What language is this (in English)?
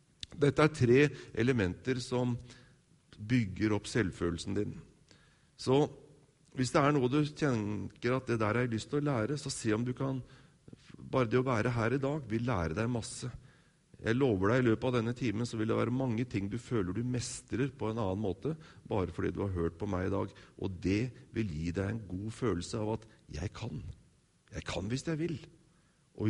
Norwegian